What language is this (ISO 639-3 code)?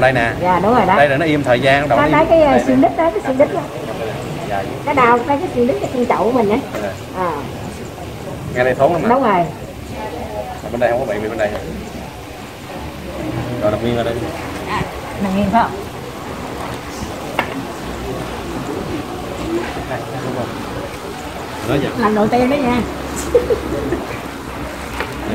vie